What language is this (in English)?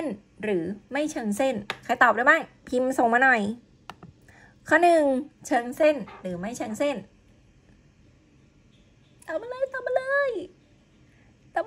Thai